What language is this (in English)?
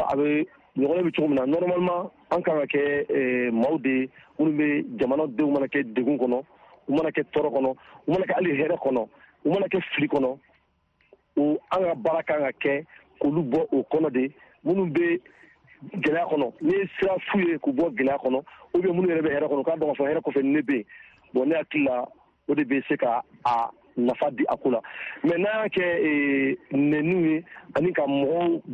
Bambara